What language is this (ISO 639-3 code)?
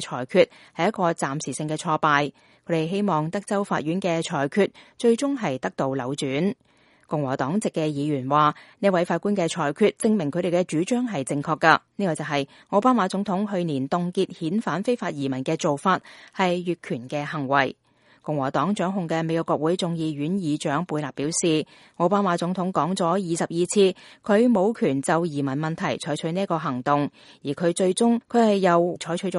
yue